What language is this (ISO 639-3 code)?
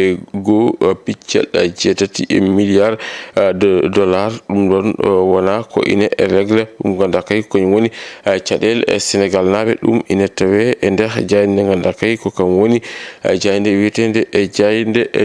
ful